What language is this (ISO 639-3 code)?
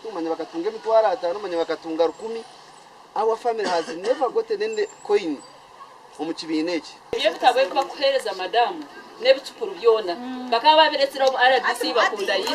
nyn